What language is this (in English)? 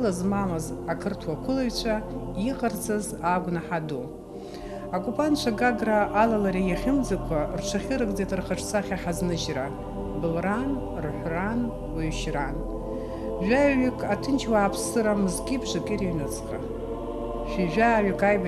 Abkhazian